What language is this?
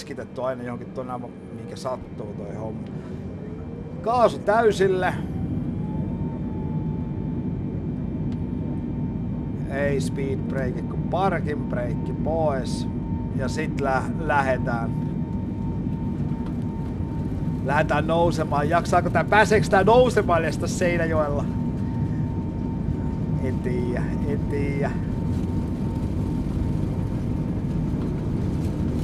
Finnish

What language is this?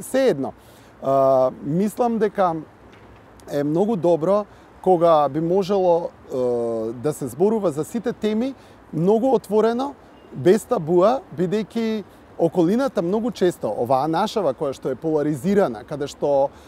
Macedonian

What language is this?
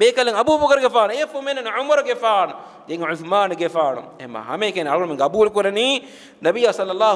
Divehi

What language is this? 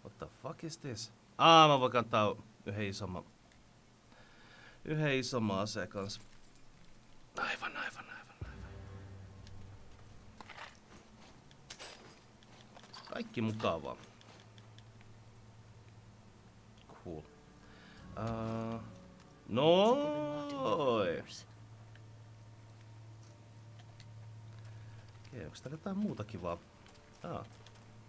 Finnish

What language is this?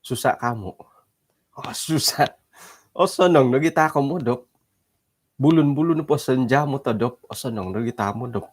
Central Dusun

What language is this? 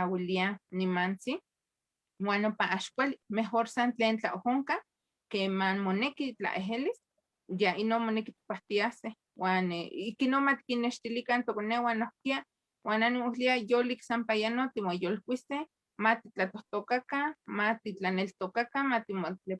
Eastern Huasteca Nahuatl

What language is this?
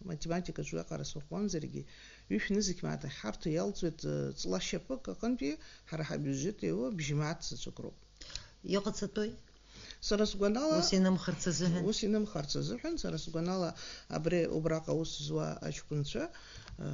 Abkhazian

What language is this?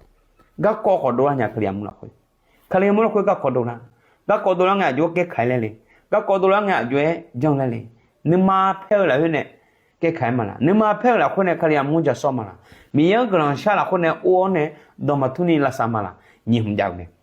Akha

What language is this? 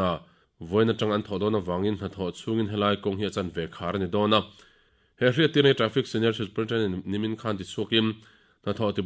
Mizo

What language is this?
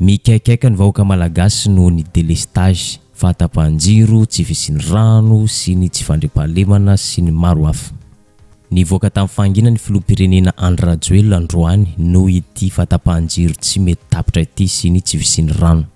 Malagasy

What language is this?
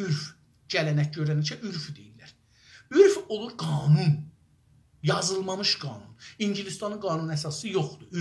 South Azerbaijani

